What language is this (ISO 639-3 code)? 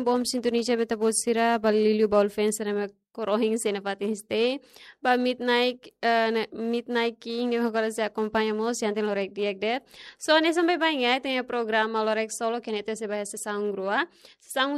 tet